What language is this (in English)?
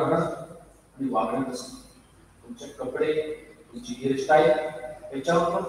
Marathi